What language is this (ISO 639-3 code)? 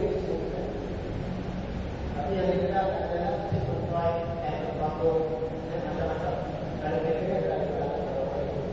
msa